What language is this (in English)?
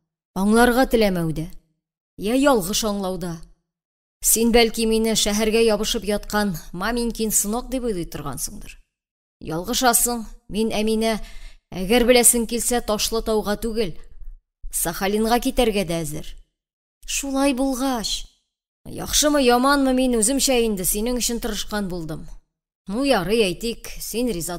Tatar